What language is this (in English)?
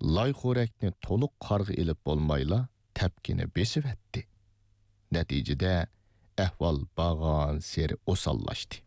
Uyghur